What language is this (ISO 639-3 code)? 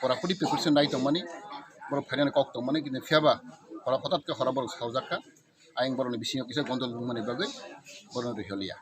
trp